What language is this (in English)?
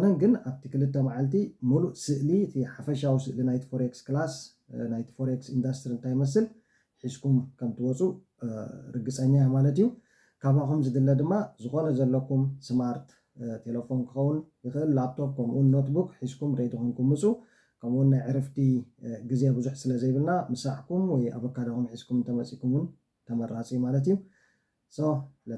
Tigrinya